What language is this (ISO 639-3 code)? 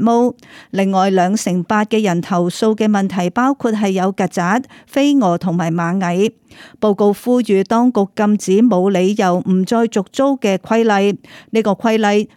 yue